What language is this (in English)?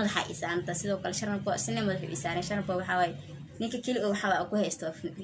Somali